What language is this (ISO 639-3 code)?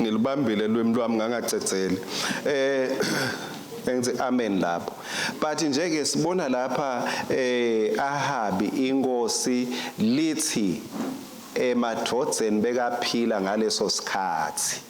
ssw